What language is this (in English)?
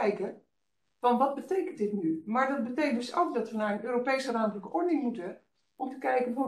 Dutch